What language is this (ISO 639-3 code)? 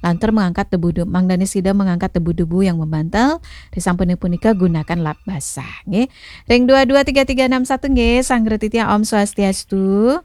ban